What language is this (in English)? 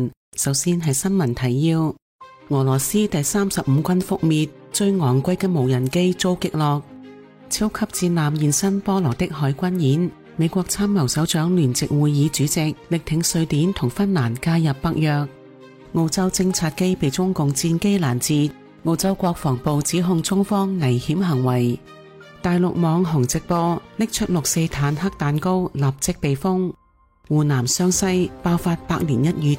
Cantonese